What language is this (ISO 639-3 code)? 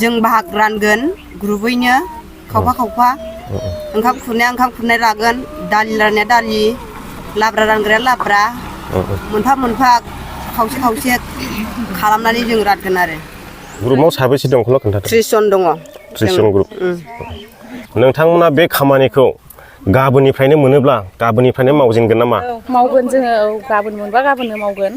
brx